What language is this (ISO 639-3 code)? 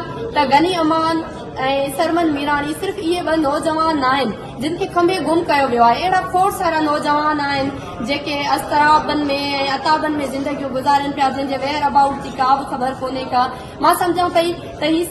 snd